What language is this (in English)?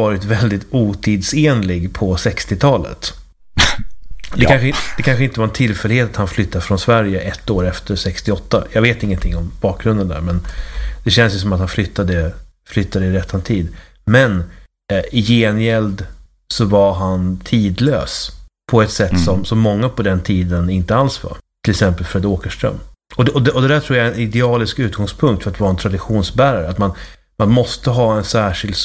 Swedish